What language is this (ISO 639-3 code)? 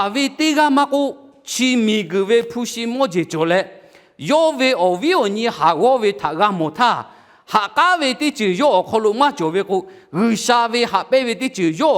lhu